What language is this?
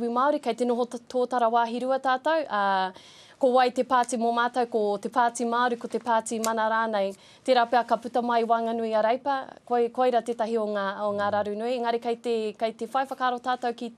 Māori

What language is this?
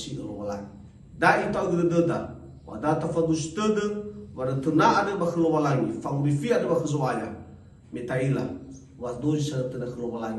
Nias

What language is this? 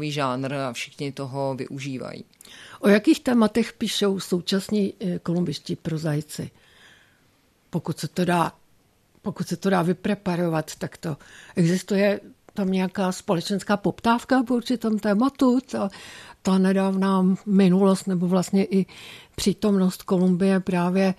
Czech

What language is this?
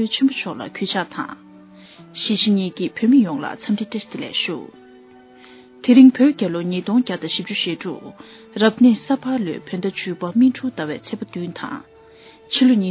Tibetan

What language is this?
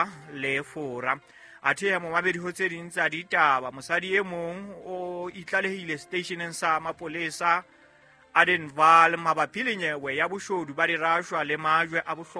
Southern Sotho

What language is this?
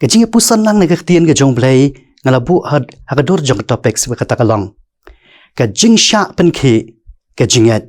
Khasi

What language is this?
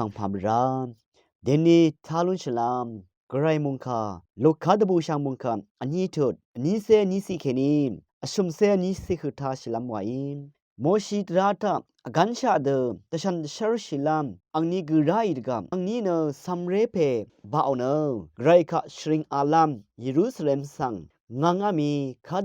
Rawang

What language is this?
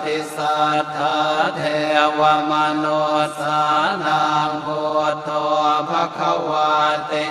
Pali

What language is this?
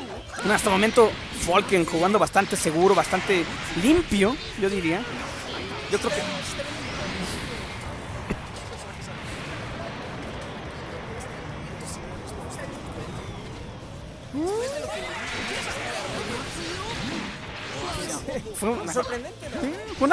Spanish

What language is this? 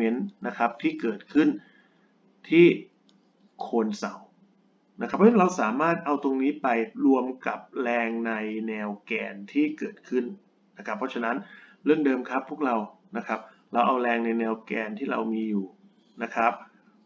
Thai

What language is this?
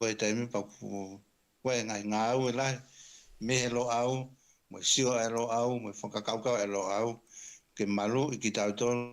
Tongan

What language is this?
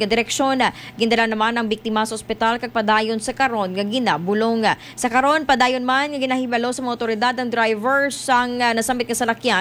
Hiligaynon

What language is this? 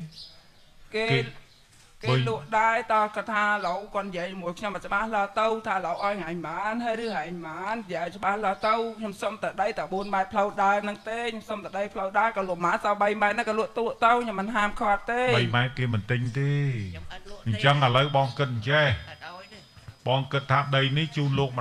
Khmer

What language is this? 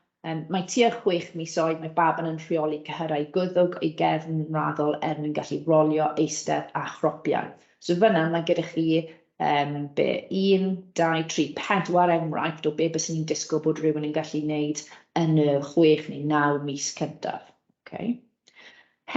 Welsh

